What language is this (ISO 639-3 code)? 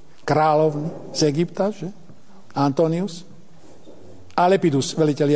slk